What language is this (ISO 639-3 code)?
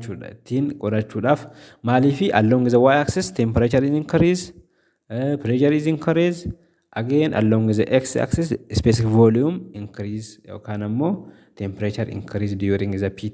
orm